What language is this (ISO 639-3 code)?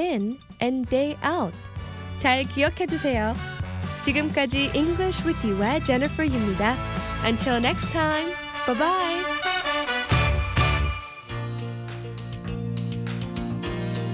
kor